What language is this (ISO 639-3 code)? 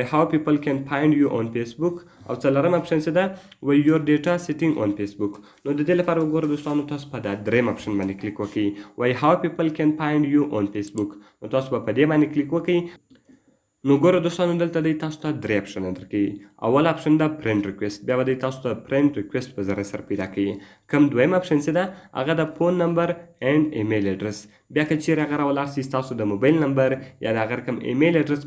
pus